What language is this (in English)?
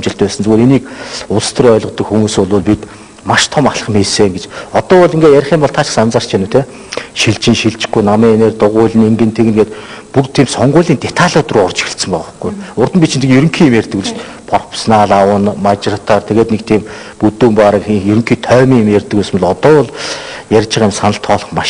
Mongolian